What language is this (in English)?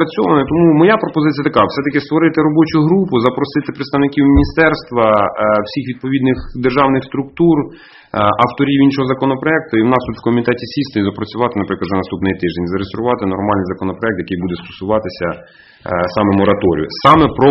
Ukrainian